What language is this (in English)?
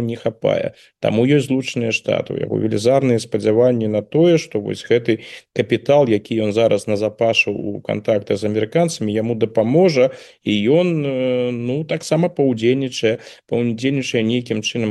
Belarusian